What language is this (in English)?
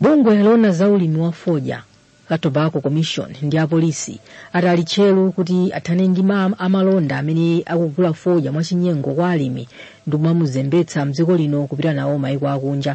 Nyanja